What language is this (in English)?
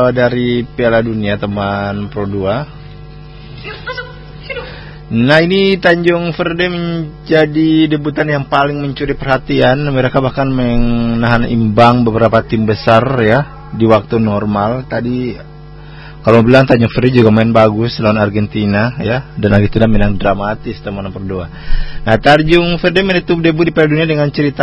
Indonesian